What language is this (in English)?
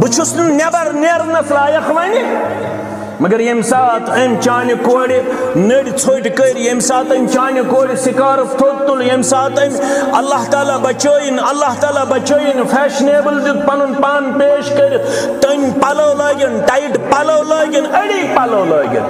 Kashmiri